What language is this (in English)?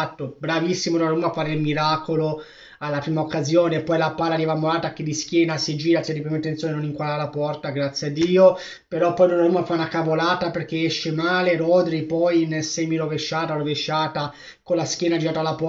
Italian